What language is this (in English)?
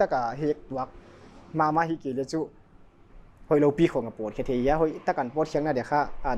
Paite Chin